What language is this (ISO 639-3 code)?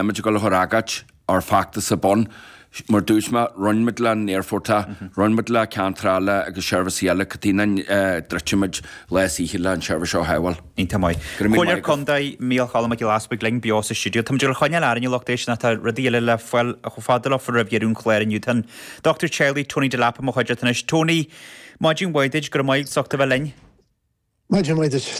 gle